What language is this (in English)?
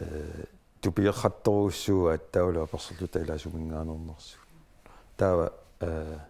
Kalaallisut